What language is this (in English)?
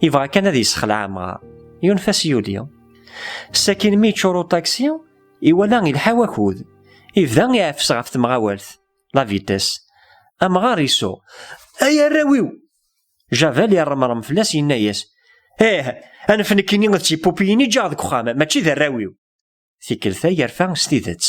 Kabyle